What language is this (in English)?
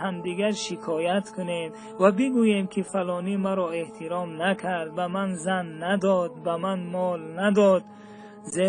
Tajik